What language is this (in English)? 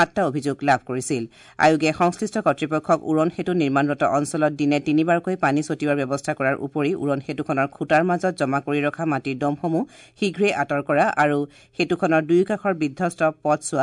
Assamese